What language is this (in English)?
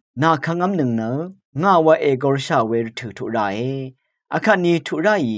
Rawang